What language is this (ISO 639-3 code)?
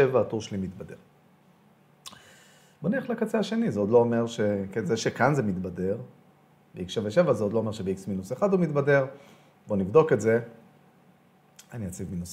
heb